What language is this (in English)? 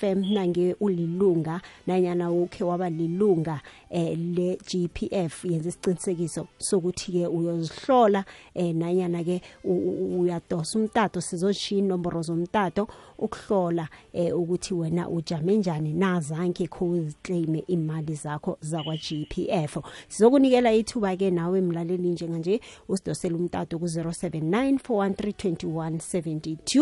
South Ndebele